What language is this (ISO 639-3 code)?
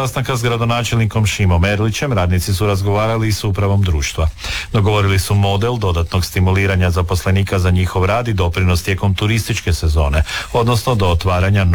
hrv